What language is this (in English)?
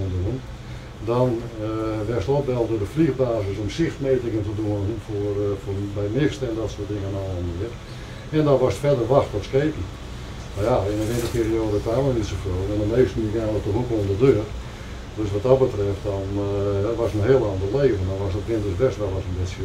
Western Frisian